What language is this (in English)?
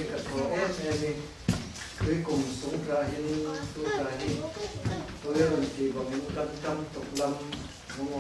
Falam Chin